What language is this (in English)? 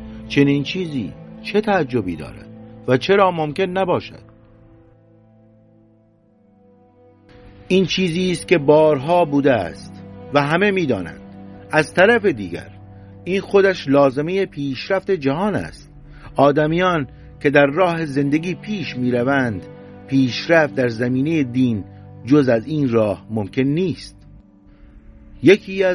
Persian